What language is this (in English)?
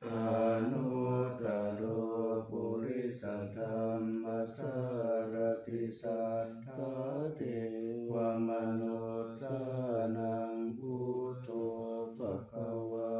Pali